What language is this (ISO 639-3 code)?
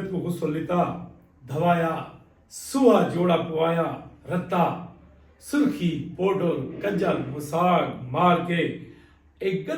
skr